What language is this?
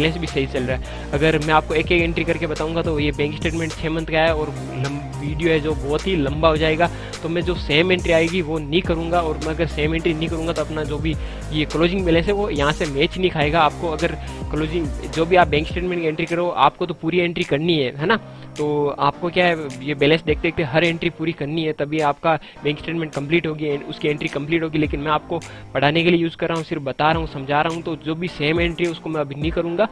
Hindi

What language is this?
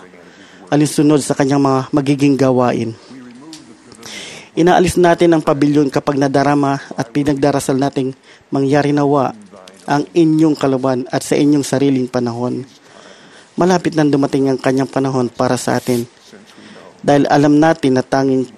Filipino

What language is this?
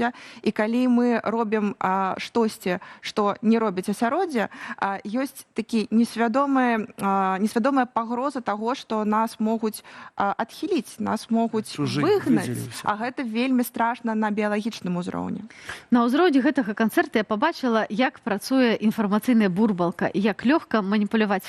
Belarusian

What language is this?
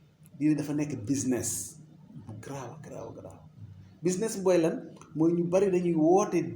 Wolof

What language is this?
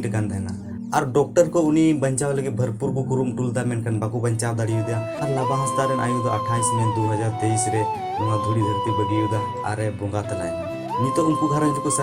Santali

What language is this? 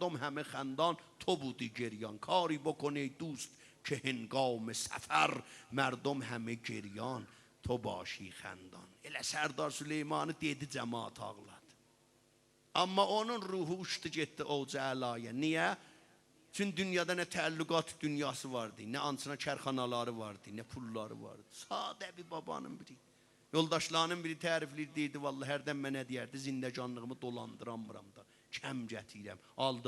South Azerbaijani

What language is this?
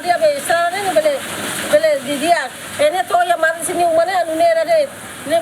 Tetum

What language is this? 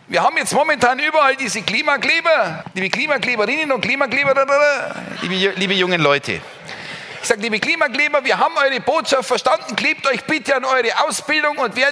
Bavarian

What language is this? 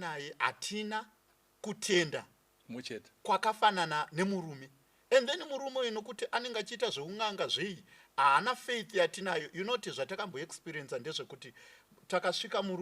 Shona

